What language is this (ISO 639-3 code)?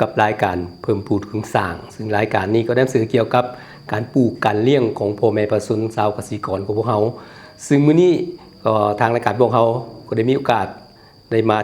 lao